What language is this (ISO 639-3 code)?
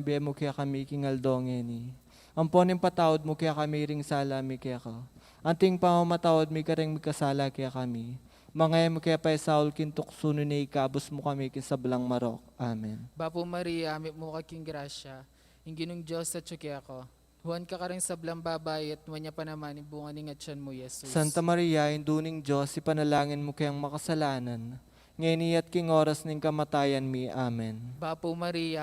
pam